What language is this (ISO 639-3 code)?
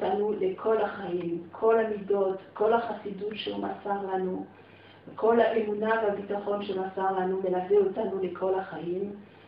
heb